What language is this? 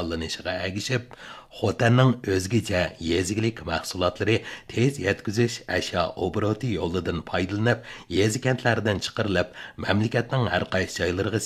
Uyghur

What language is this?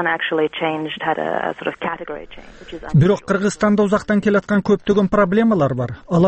Kyrgyz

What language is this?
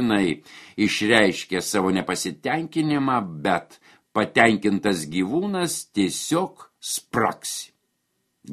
Lithuanian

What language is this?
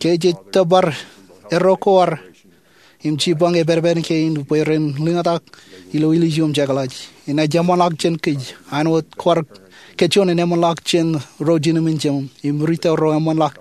Marshallese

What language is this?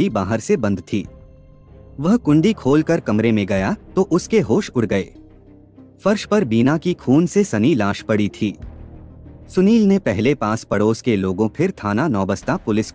Hindi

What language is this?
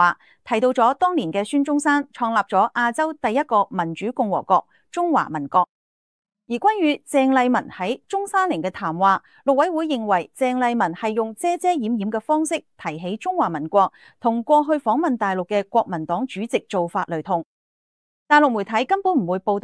Cantonese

